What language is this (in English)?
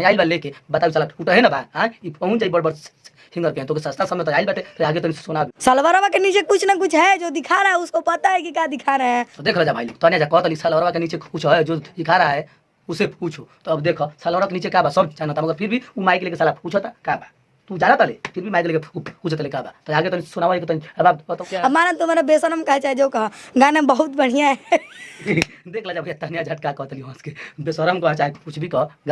Bhojpuri